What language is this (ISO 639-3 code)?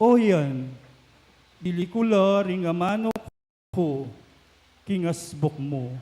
pam